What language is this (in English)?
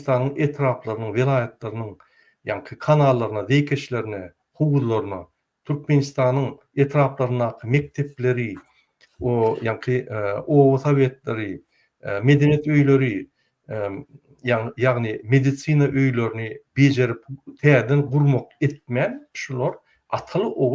Turkmen